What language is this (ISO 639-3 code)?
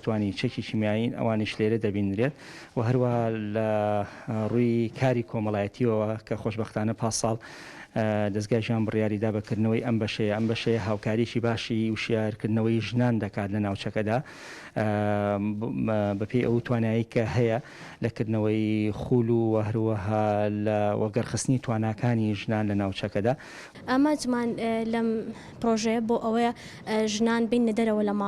ckb